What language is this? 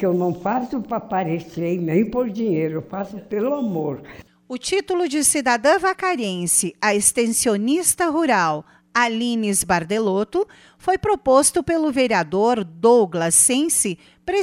Portuguese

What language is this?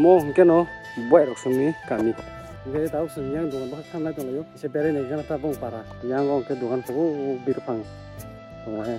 Kok Borok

